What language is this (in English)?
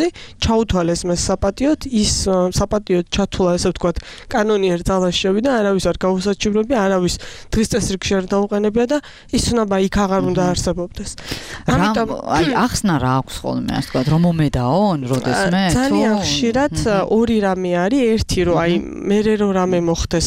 Georgian